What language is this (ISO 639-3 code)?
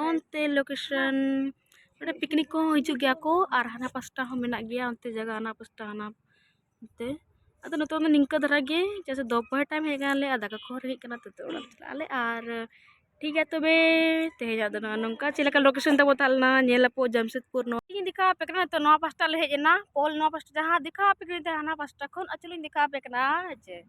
sat